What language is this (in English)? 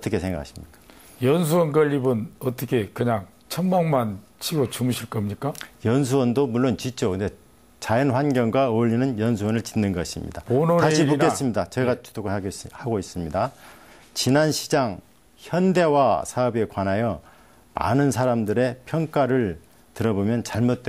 Korean